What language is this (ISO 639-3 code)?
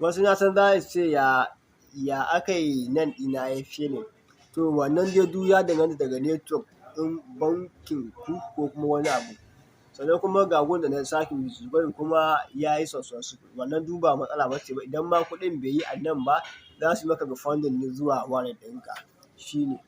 hau